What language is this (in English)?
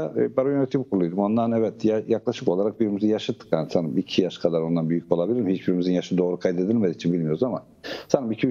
Turkish